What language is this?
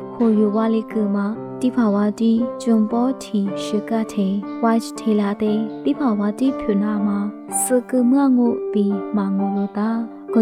Lisu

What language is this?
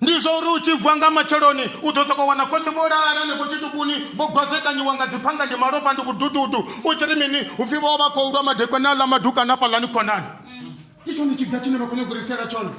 Venda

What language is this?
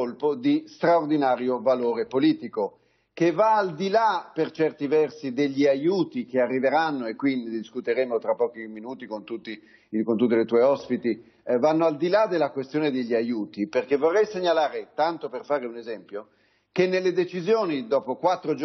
Italian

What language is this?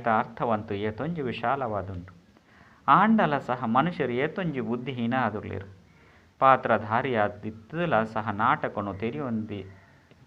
Tulu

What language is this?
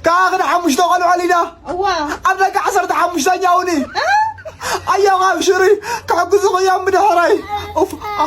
Tigrinya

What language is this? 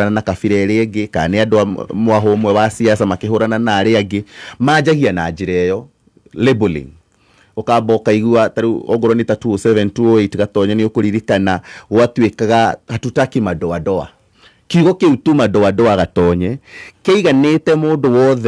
Kikuyu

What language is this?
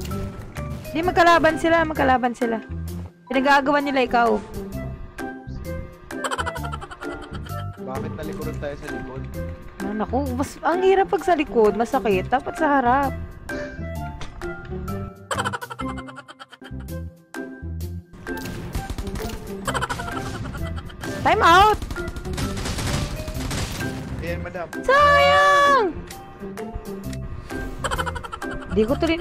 Filipino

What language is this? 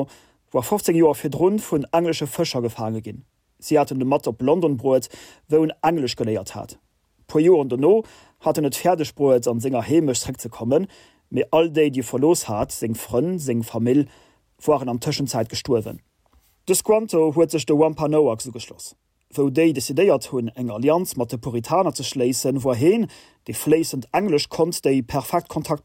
Luxembourgish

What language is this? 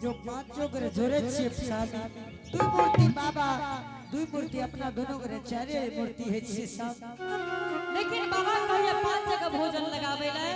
Angika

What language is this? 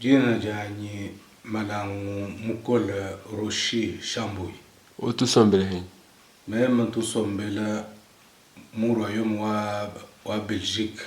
Luba-Lulua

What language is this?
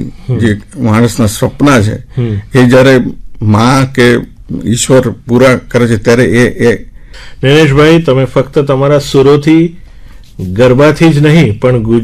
Gujarati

